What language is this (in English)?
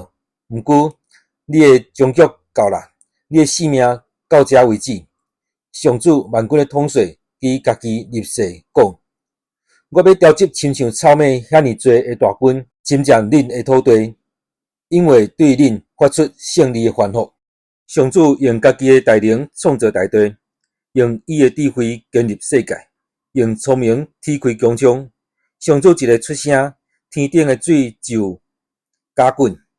Min Nan Chinese